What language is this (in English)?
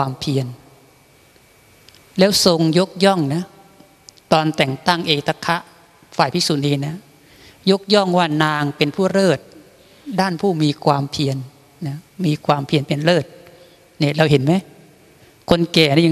Thai